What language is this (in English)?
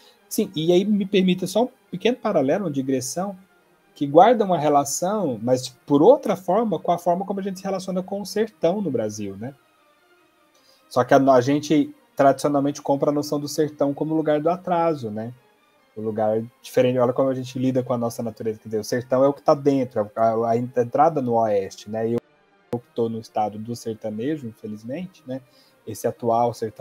Portuguese